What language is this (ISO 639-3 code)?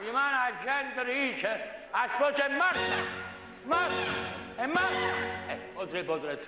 nap